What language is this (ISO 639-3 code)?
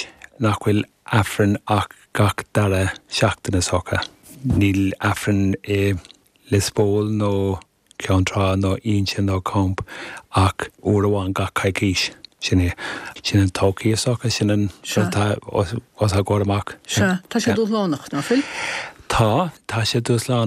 gle